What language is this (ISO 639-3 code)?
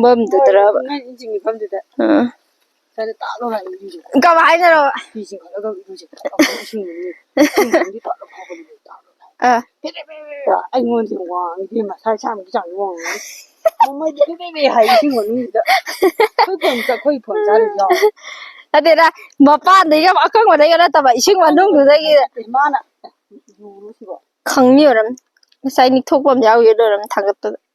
mni